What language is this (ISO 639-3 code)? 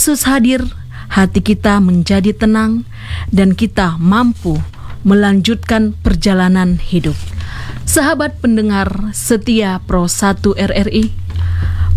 ind